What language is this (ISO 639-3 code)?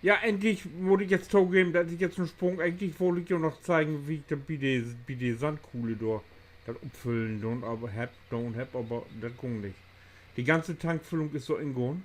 nds